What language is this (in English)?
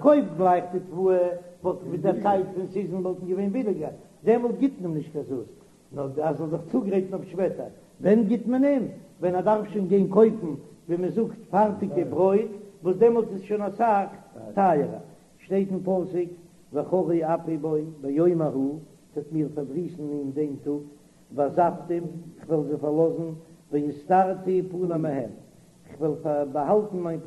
Yiddish